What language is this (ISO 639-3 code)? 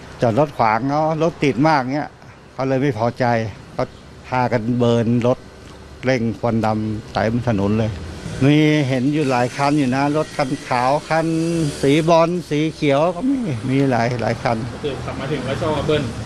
tha